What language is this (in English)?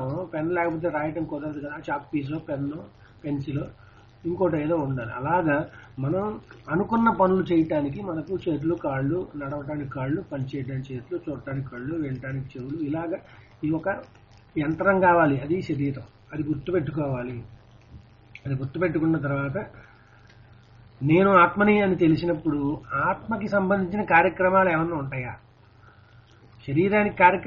Telugu